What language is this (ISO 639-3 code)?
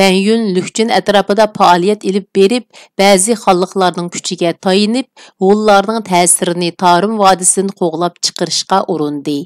uig